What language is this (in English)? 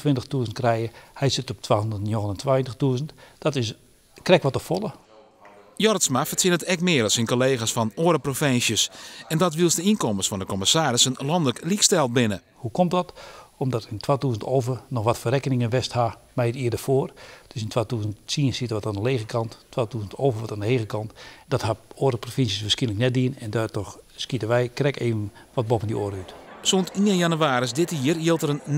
Western Frisian